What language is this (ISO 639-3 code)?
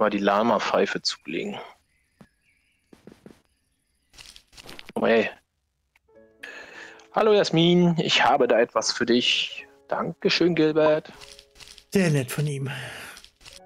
deu